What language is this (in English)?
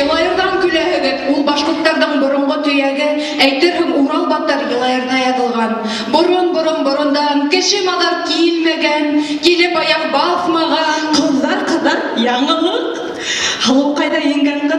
Bashkir